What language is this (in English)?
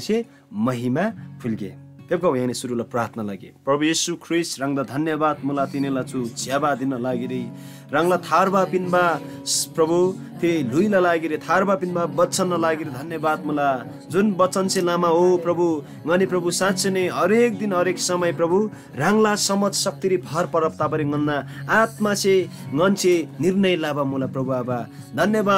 Eastern Tamang